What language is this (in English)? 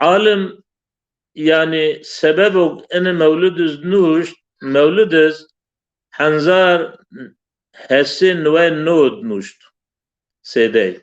Zaza